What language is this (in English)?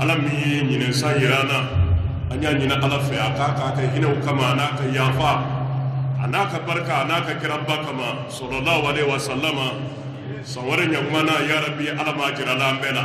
Bambara